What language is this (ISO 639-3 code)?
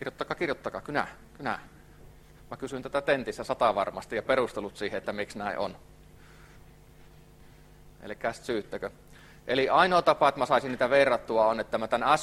fin